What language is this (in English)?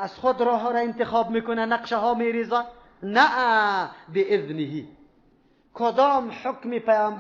Persian